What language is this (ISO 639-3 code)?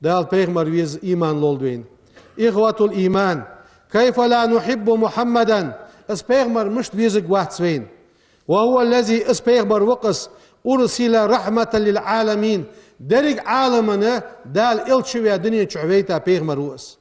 inh